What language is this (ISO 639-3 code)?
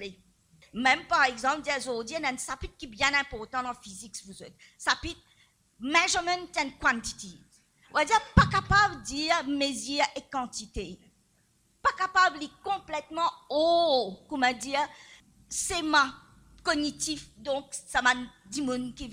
mfe